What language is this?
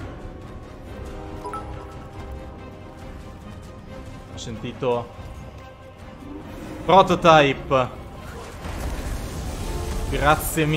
Italian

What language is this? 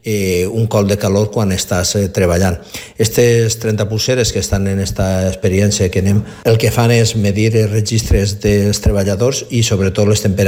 Catalan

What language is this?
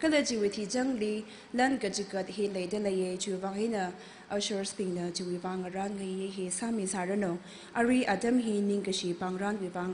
Tangkhul Naga (India)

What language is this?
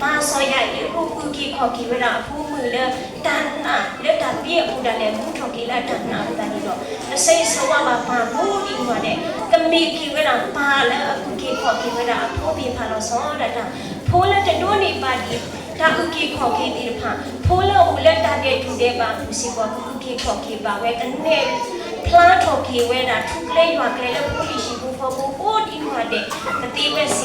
S'gaw Karen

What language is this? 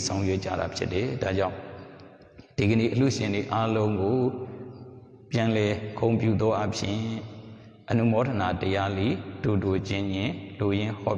Burmese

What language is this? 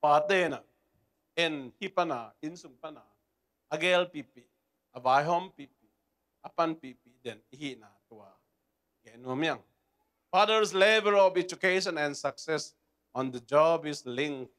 Tedim Chin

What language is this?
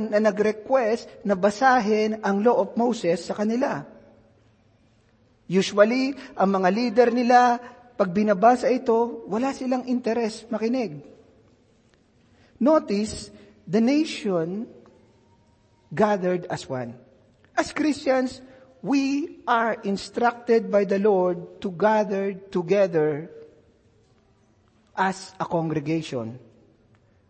Filipino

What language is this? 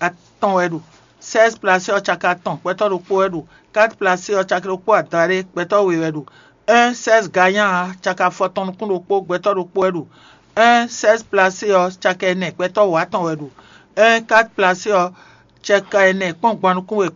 Fon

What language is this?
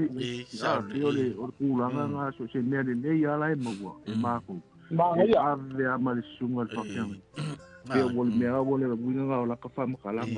Samoan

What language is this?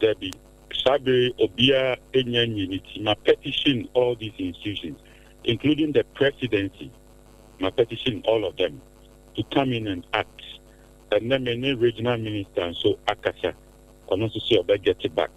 Akan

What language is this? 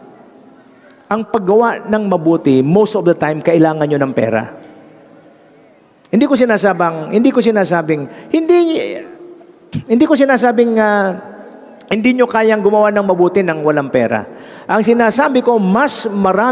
Filipino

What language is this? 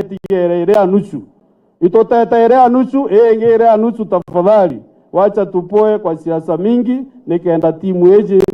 Meru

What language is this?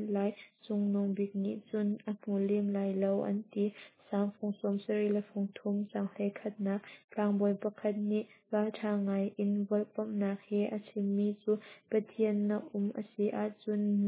Hakha Chin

